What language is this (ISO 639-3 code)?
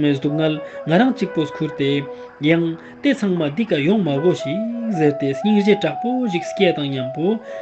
lbj